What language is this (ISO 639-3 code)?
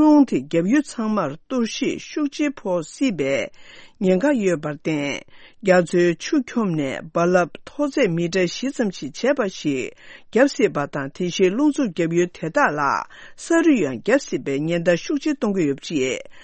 bod